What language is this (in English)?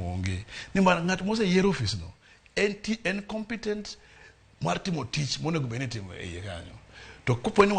Luo (Kenya and Tanzania)